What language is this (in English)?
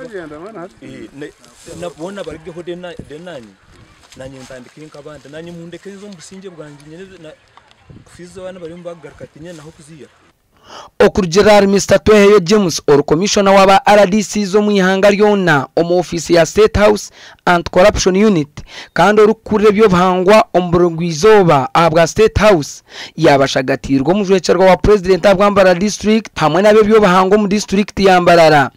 Nyankole